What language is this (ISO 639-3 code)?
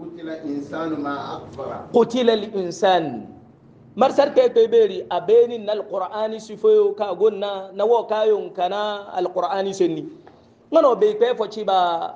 hau